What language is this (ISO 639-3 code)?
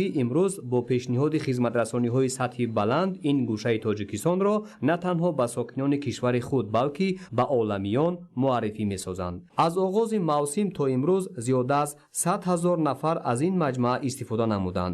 tgk